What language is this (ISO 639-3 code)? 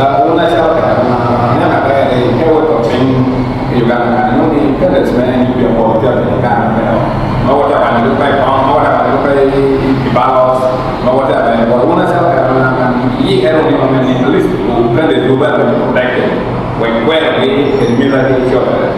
laj